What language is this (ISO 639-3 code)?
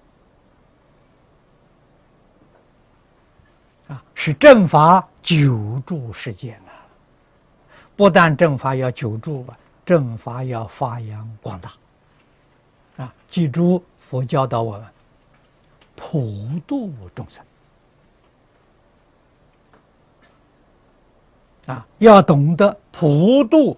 zho